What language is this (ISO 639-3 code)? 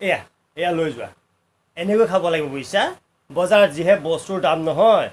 asm